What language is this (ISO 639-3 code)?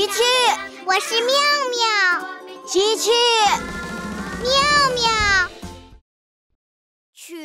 zho